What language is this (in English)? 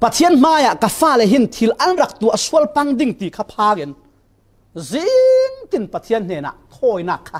Falam Chin